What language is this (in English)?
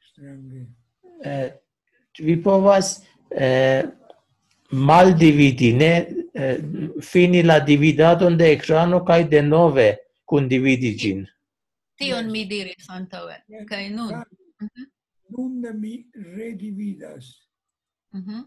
Esperanto